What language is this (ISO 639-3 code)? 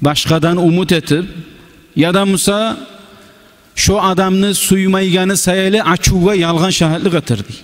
kum